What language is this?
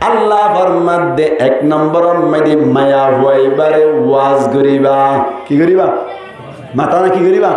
Rohingya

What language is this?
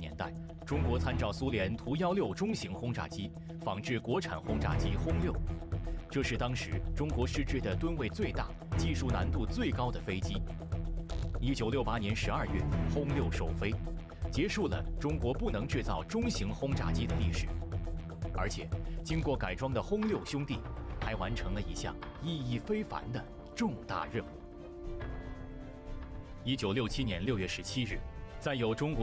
Chinese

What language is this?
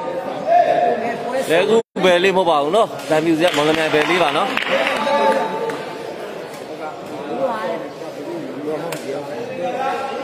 Burmese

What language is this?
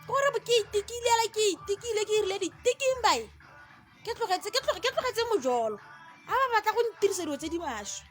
Tswana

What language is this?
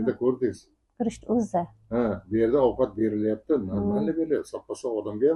Uzbek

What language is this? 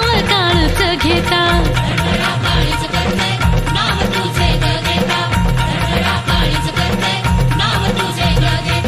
Marathi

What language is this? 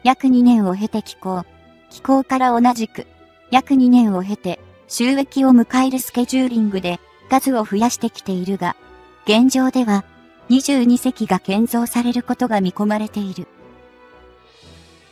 Japanese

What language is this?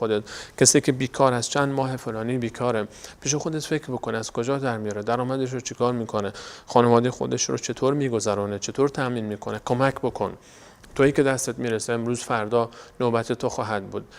Persian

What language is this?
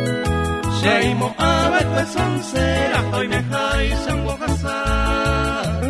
Guarani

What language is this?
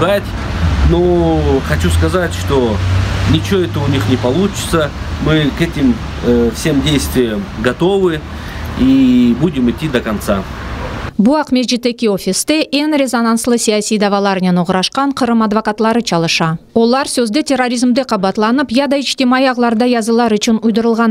Crimean Tatar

